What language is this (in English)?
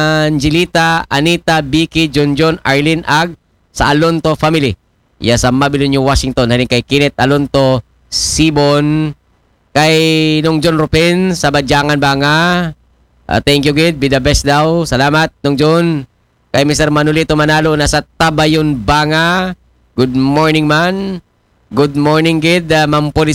Aklanon